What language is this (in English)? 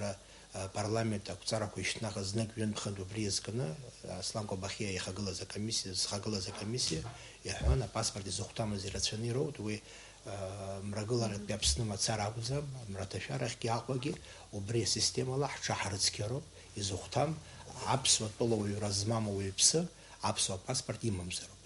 Abkhazian